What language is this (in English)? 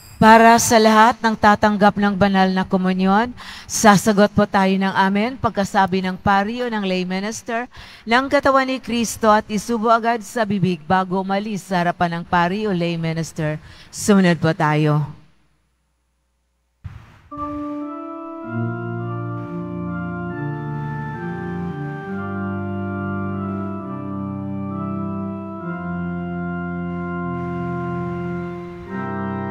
Filipino